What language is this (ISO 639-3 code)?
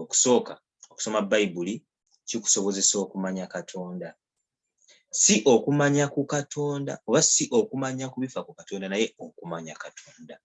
lug